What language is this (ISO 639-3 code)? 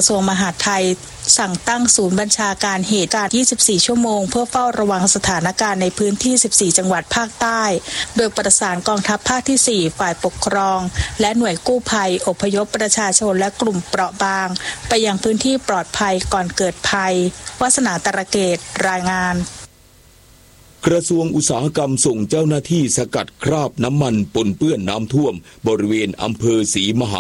tha